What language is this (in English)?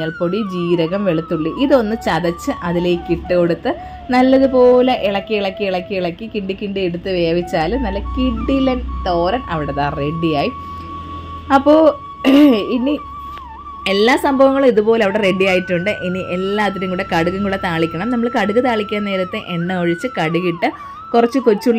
Malayalam